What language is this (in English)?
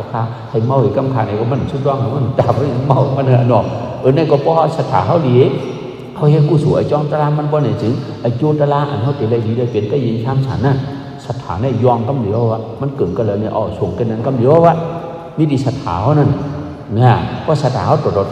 Shan